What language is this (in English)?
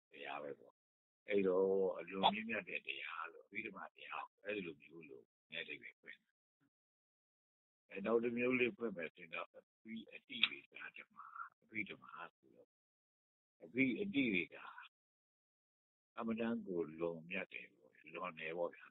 Burmese